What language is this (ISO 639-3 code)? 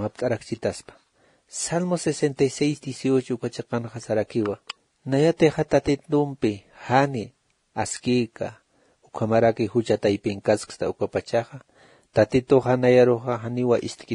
aym